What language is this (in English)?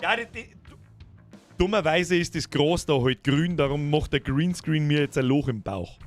Bavarian